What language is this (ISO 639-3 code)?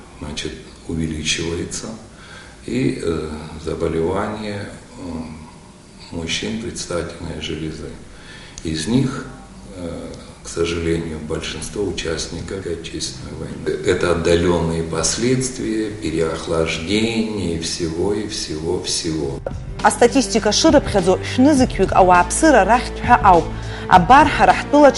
abk